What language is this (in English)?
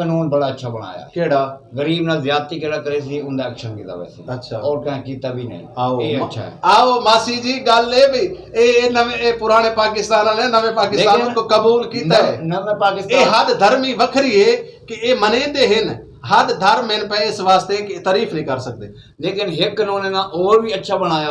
Saraiki